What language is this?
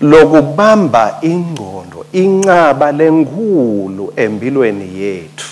Swati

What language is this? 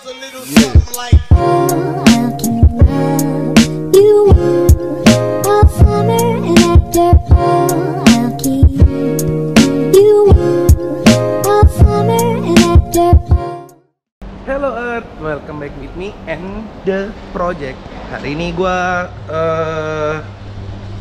Indonesian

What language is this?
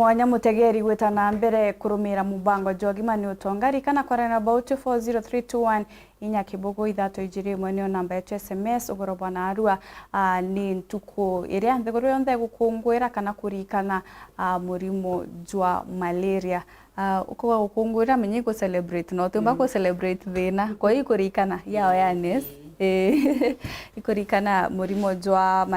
Meru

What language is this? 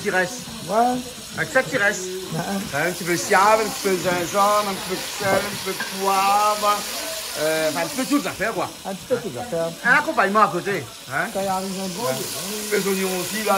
Réunion Creole French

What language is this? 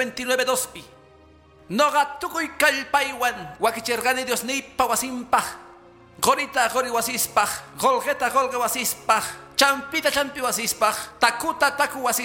Quechua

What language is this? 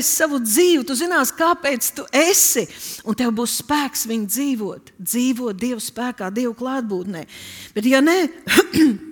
Latvian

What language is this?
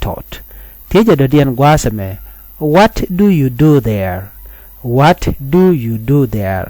Nuer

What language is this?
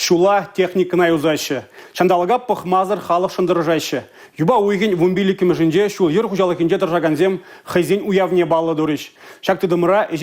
Chuvash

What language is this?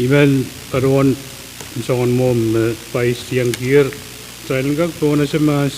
Pohnpeian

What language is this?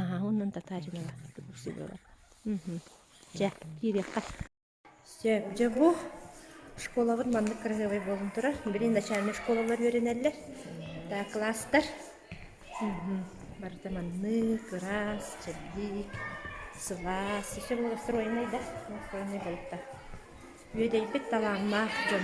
Yakut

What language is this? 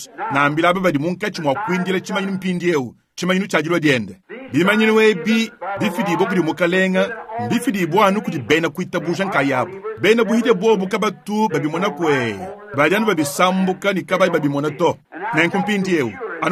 Luba-Lulua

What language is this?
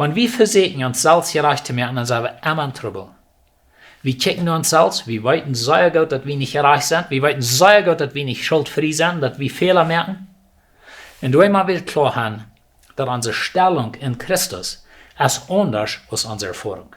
Plautdietsch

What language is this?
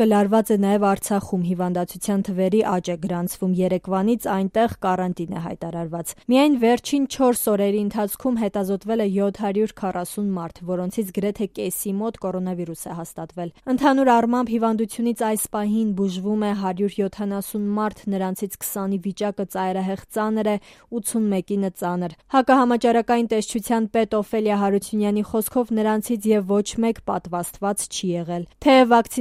Armenian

